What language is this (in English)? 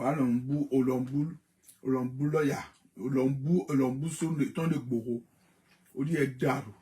Yoruba